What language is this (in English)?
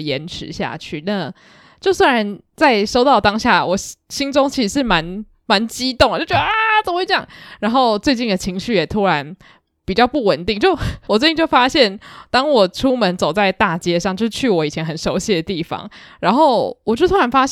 Chinese